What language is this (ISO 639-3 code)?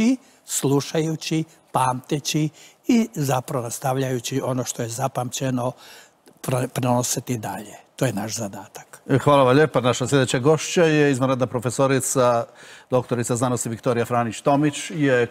hrv